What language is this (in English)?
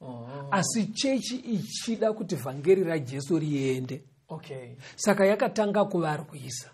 Shona